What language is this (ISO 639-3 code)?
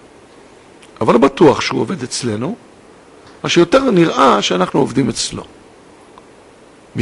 heb